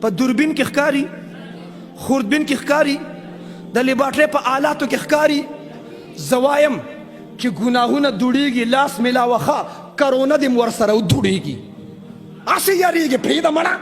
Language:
Pashto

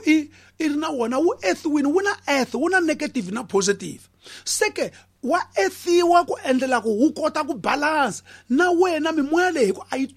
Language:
Tsonga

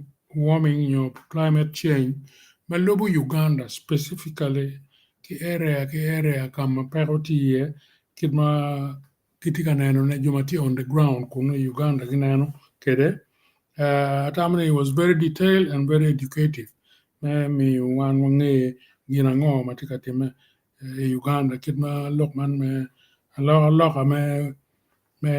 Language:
Acoli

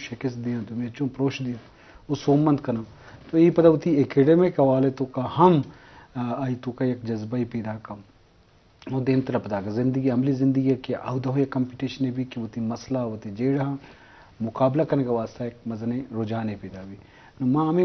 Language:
Eastern Balochi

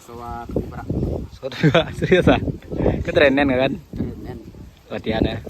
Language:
Minangkabau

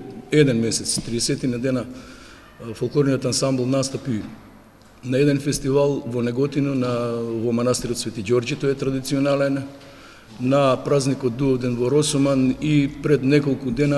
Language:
Macedonian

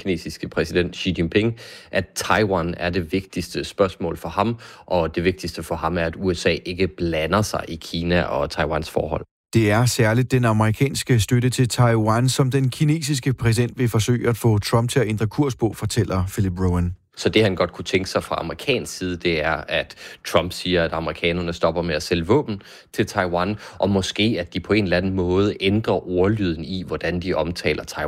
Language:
Danish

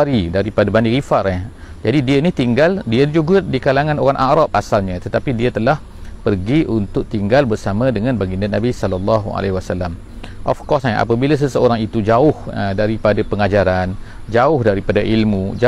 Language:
Malay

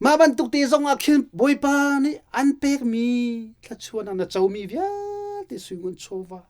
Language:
Hakha Chin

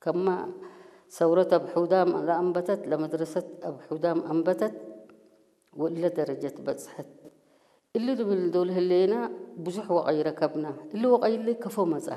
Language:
Tigrinya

